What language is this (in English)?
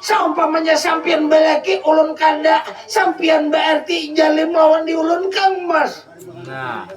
Banjar